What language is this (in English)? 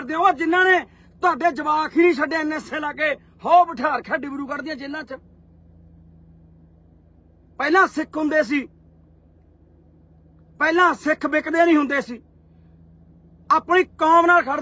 Punjabi